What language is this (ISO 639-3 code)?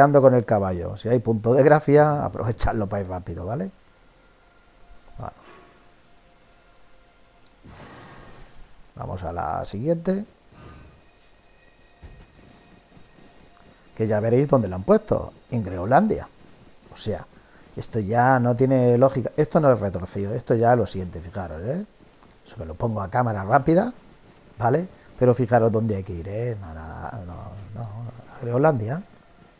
spa